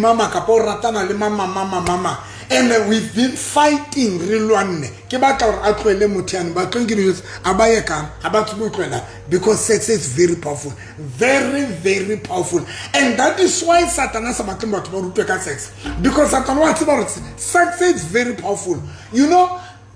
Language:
Southern Sotho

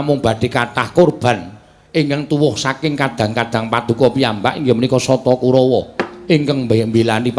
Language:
Javanese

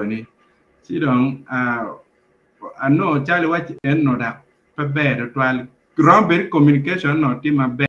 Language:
Acoli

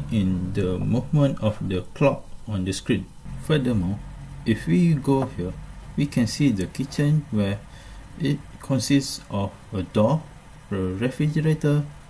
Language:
English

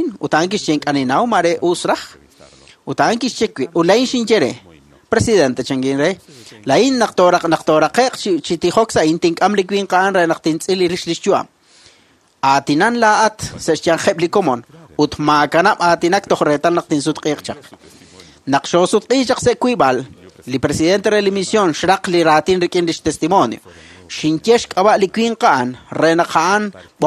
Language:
Kekchí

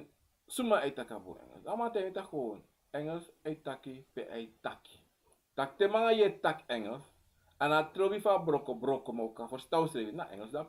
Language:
Sranan Tongo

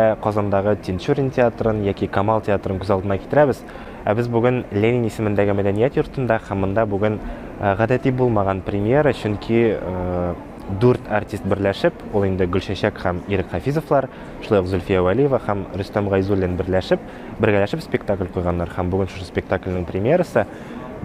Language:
Tatar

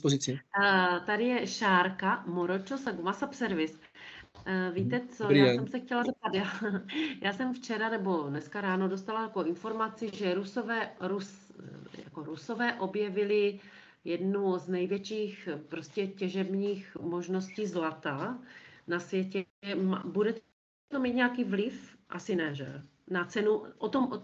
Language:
Czech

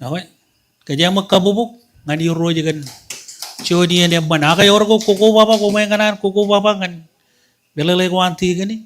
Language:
Marshallese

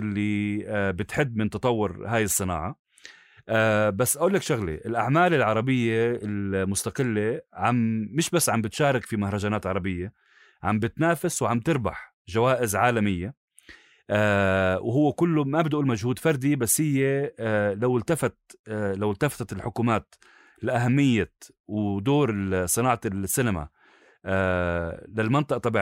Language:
North Levantine Arabic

